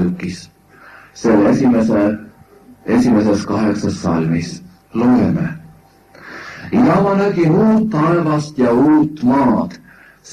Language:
Estonian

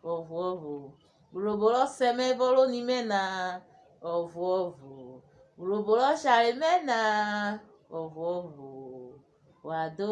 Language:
Urhobo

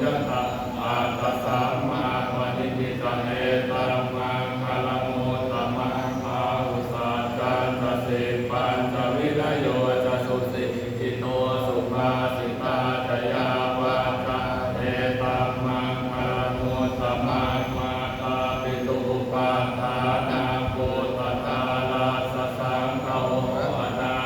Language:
Pali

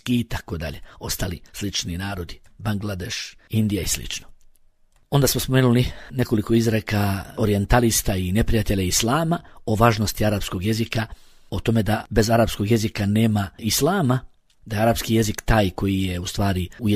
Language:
Bosnian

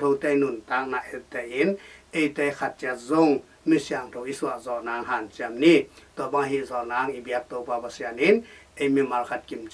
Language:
Tedim Chin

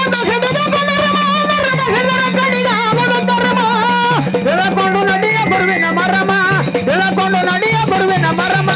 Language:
Kannada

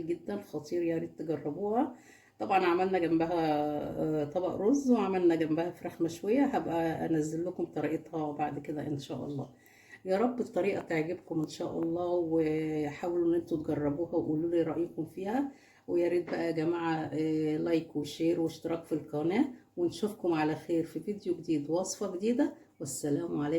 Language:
Egyptian Arabic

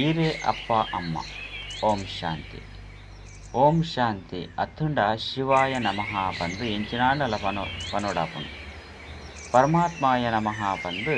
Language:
Tulu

